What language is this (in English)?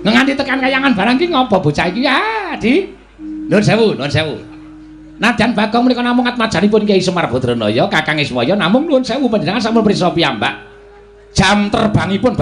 Javanese